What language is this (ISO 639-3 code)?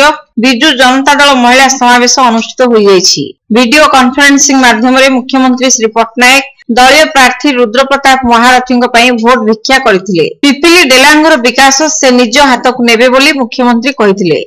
ori